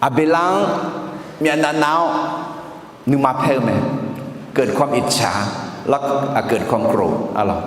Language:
Akha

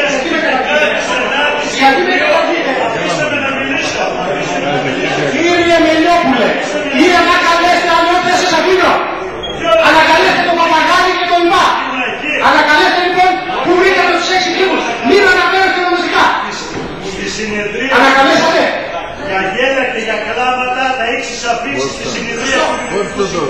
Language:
Greek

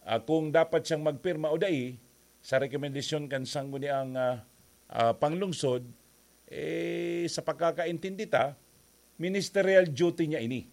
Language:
Bikol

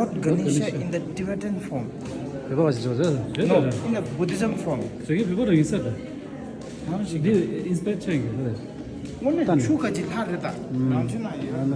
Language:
Tibetan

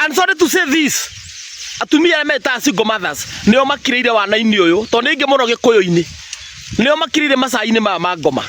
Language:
Kikuyu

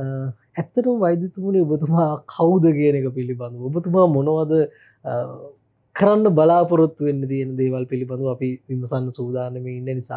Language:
Sinhala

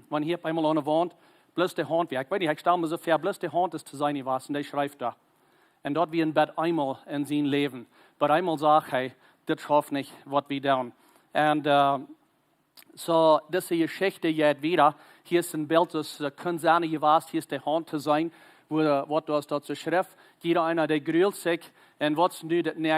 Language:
Plautdietsch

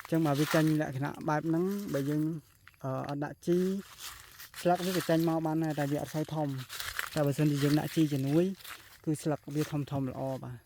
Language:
Khmer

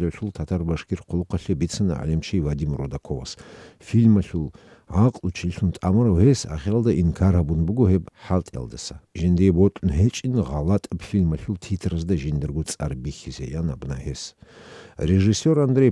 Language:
Avaric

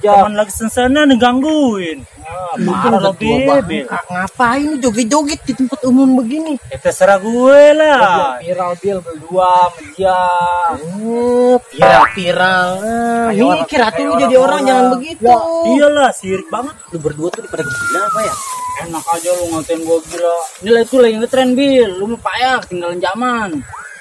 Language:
Betawi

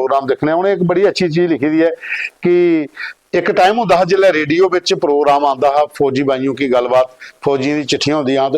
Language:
Dogri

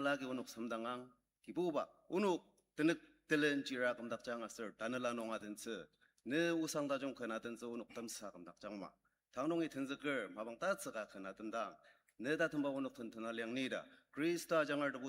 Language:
Ao Naga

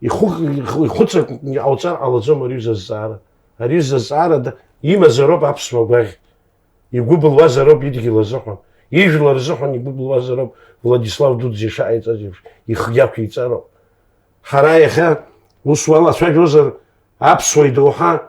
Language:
Abkhazian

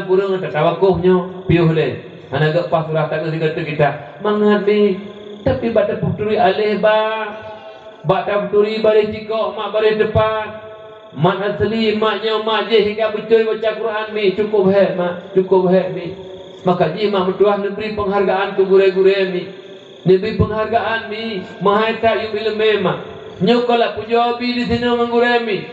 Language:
Achinese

